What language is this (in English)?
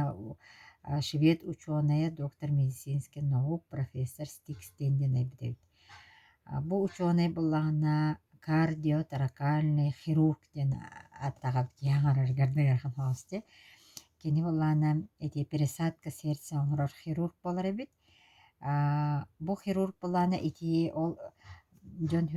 Yakut